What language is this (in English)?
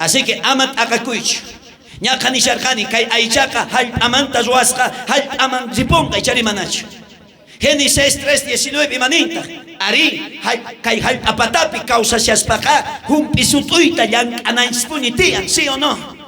South Bolivian Quechua